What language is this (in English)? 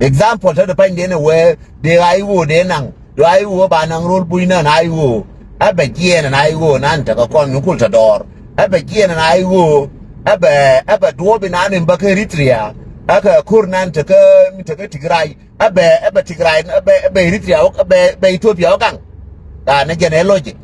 Nuer